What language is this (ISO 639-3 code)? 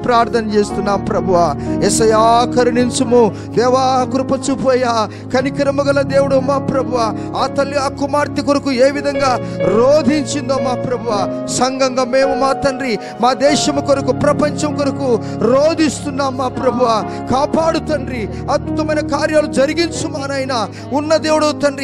tel